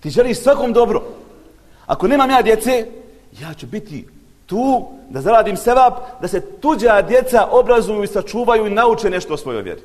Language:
Bosnian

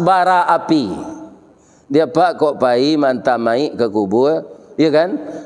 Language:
Minangkabau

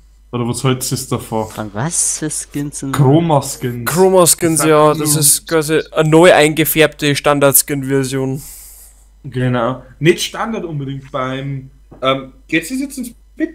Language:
Bavarian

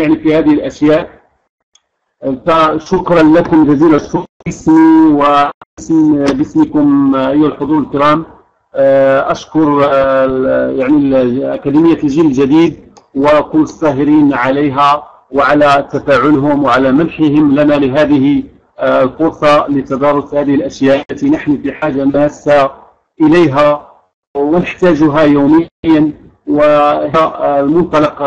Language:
Arabic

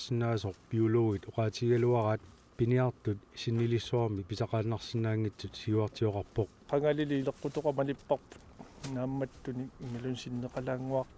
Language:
Kalaallisut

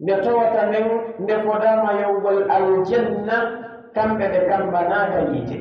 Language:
Pular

